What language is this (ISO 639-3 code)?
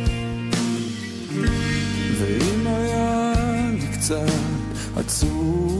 heb